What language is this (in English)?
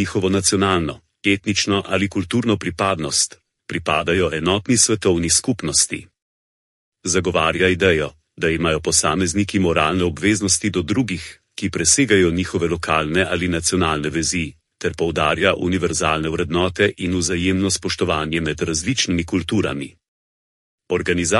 Slovenian